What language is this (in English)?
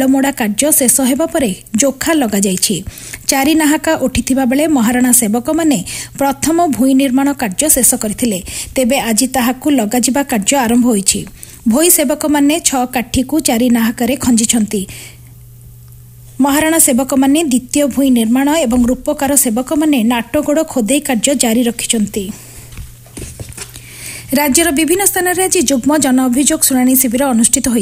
Odia